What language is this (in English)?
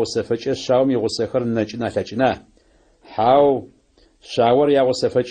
Adyghe